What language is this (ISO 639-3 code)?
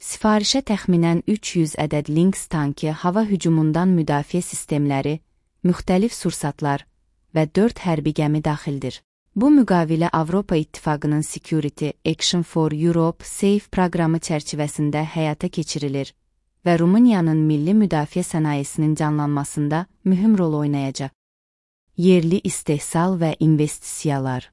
aze